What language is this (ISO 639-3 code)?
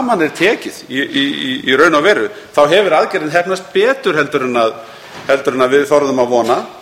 isl